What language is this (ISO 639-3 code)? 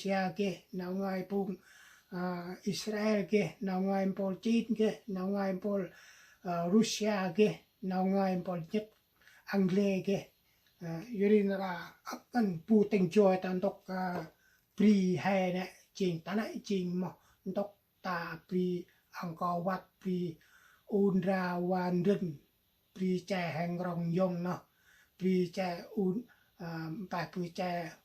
cmo